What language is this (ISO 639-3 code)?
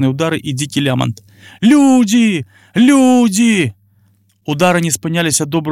bel